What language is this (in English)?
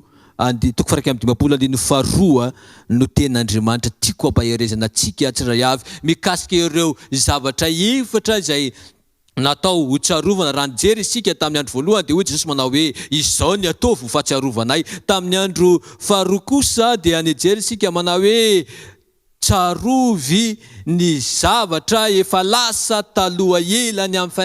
Malagasy